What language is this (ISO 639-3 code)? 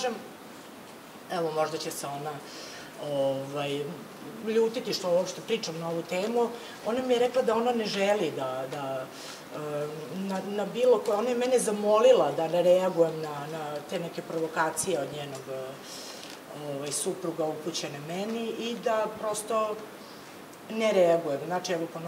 srp